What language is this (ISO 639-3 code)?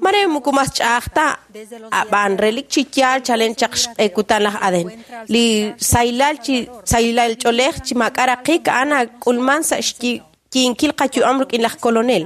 kek